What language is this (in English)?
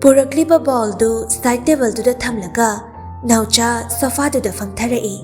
Manipuri